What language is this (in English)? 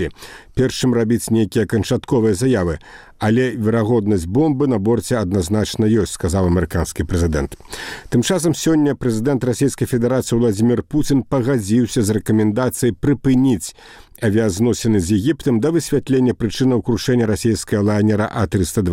Belarusian